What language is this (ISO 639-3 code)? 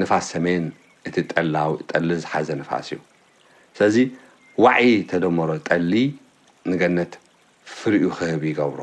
tir